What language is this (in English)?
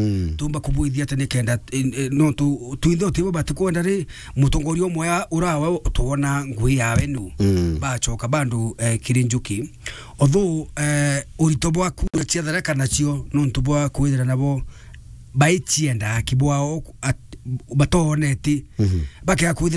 Meru